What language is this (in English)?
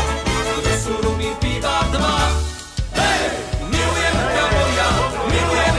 Slovak